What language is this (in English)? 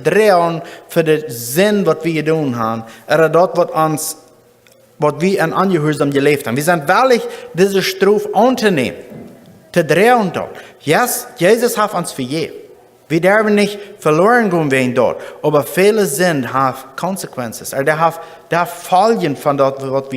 Plautdietsch